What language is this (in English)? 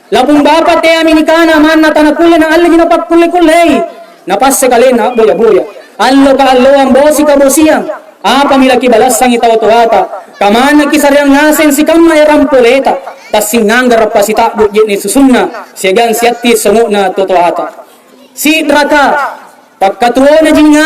Makasar